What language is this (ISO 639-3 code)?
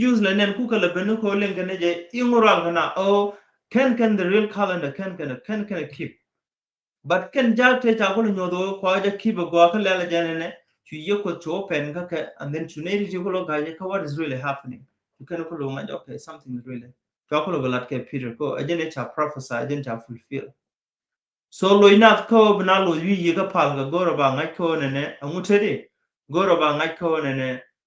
nus